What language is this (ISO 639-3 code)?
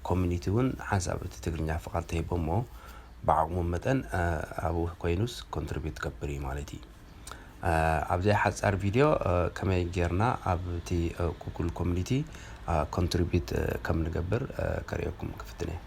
tir